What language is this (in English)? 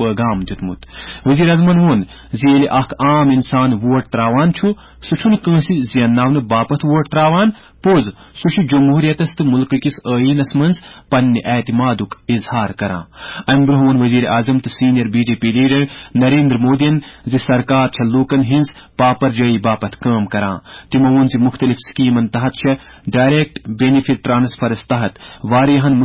Kashmiri